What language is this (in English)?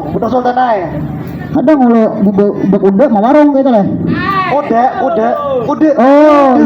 Banjar